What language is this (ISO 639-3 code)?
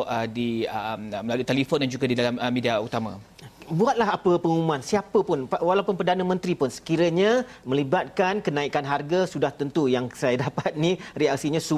msa